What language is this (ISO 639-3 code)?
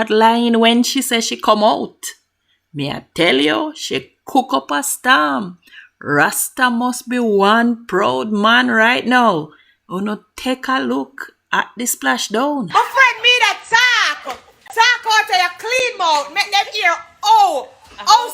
jam